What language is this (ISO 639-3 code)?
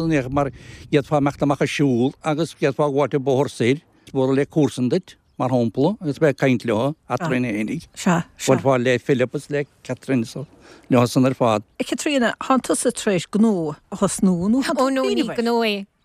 gle